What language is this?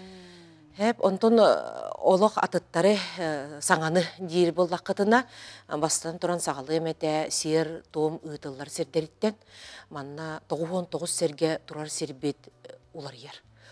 Yakut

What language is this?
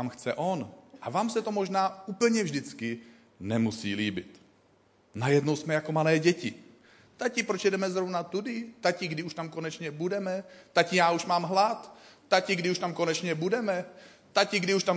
Czech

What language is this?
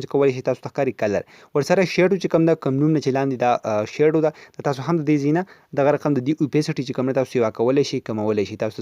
Pashto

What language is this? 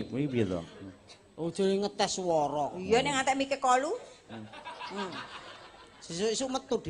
Javanese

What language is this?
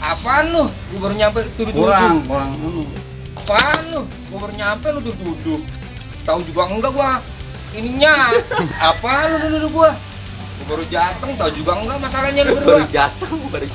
Betawi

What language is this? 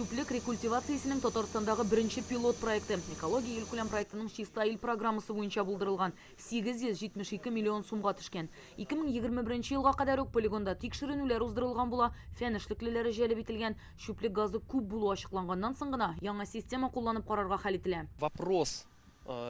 Tatar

